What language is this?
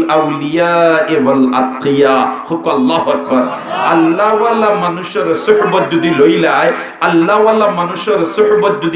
Sylheti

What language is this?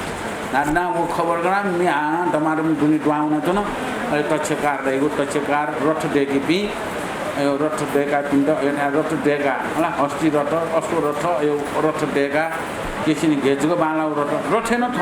Newari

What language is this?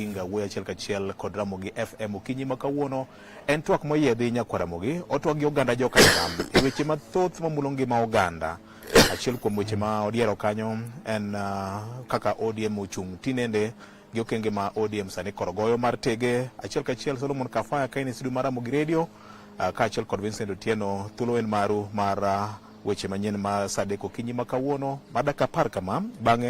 Luo (Kenya and Tanzania)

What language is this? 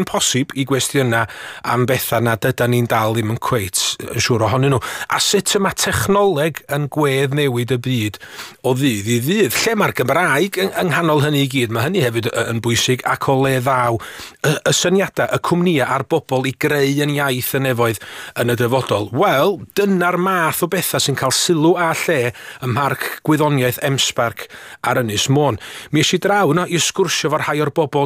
Welsh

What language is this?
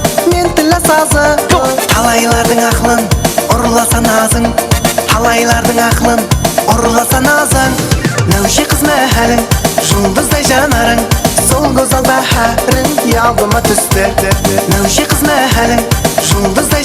Kara-Kalpak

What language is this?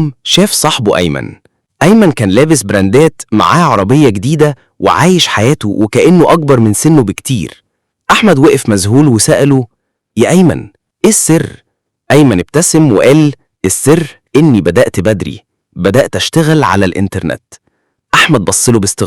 Egyptian Arabic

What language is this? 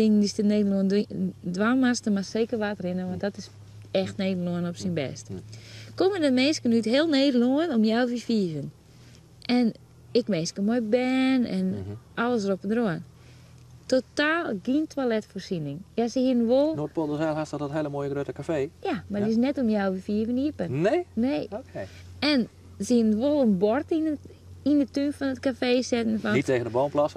Western Frisian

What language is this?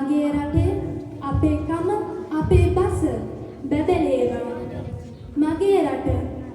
Sinhala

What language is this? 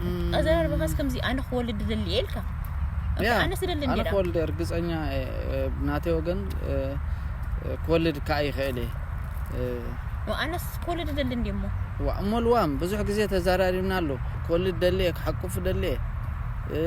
Tigrinya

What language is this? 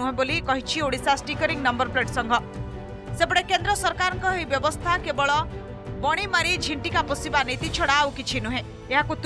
Odia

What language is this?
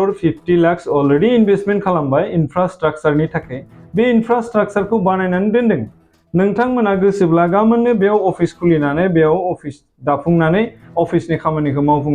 Bodo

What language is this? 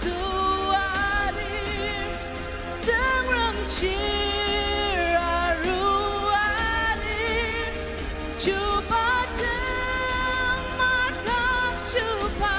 Ao Naga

